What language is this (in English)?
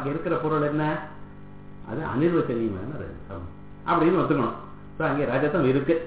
Tamil